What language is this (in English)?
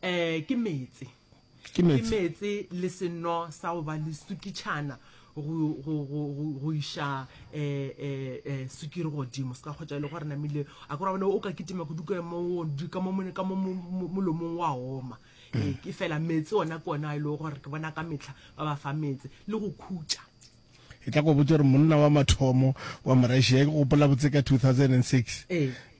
Northern Sotho